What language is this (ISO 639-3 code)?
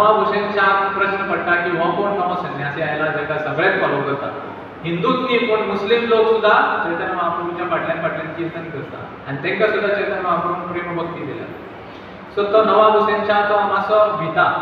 kok